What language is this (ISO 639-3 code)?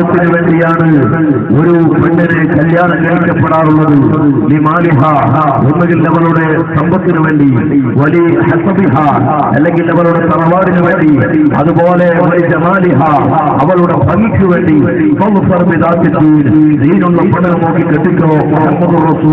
mal